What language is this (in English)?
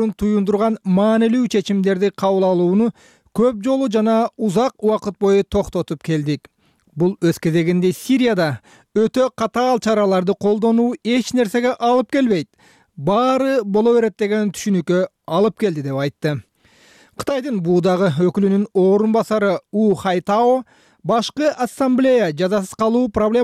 Kyrgyz